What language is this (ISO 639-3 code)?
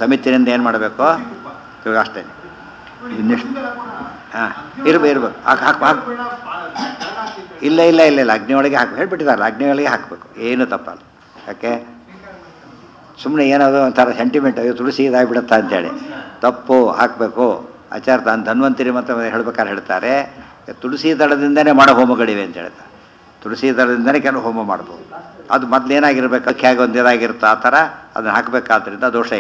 kan